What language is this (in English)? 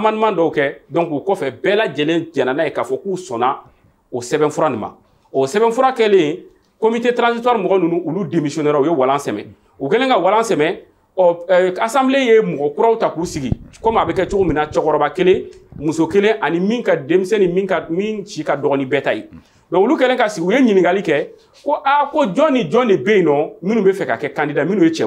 Bambara